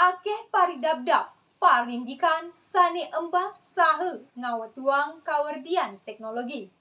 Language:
Balinese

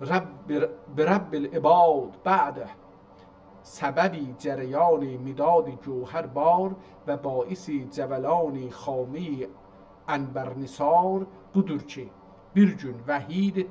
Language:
South Azerbaijani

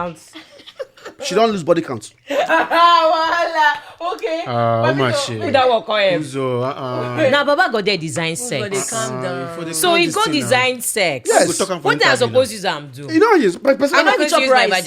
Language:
Nigerian Pidgin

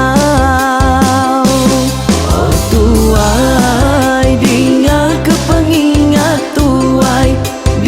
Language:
Iban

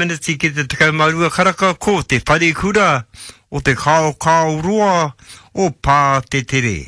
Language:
Māori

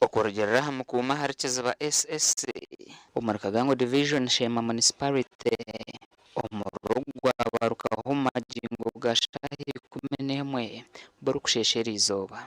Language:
Nyankole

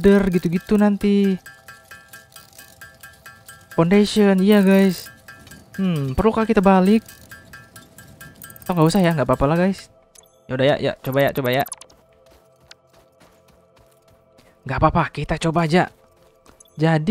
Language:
Indonesian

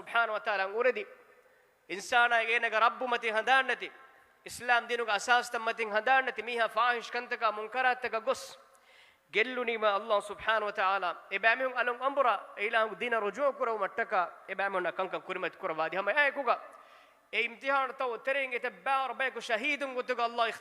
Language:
Divehi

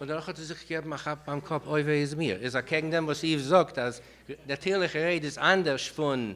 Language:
Yiddish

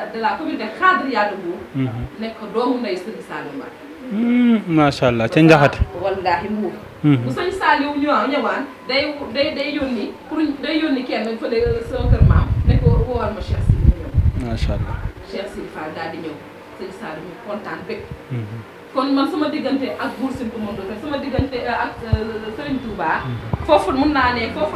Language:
Wolof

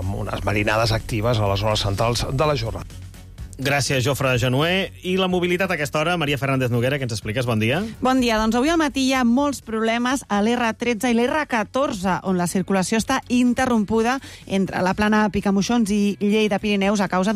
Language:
Catalan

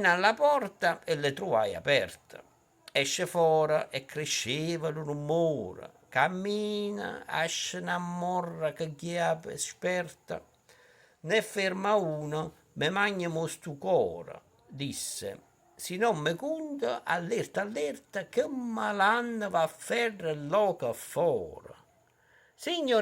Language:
Neapolitan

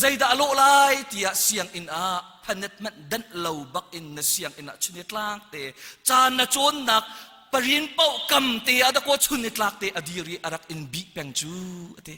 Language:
Hakha Chin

